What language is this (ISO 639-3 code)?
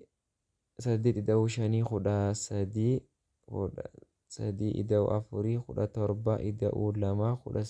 orm